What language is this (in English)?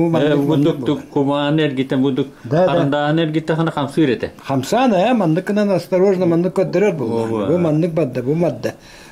Yakut